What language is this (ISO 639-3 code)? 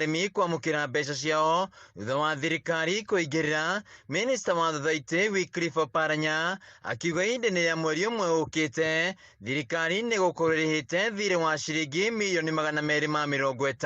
kik